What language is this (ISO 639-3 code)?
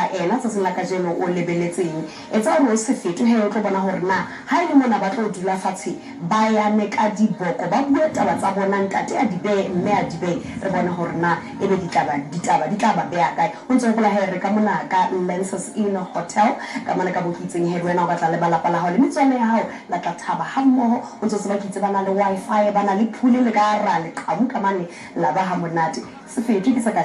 sot